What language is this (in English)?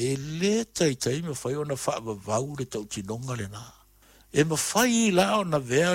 Samoan